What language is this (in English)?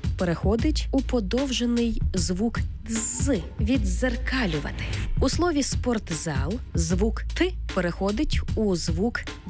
Ukrainian